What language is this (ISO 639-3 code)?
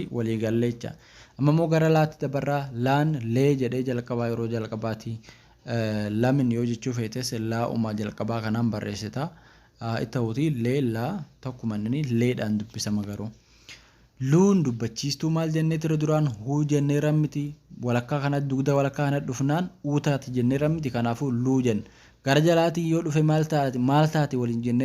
orm